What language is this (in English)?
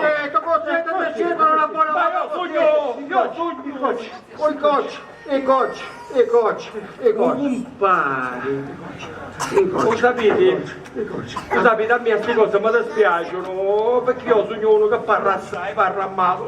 Sicilian